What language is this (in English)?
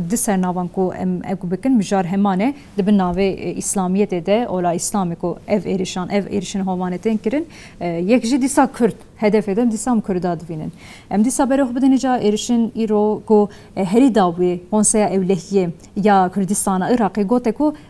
Kurdish